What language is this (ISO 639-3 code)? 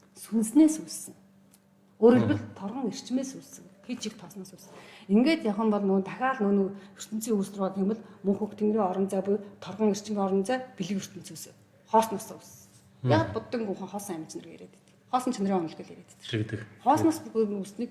mon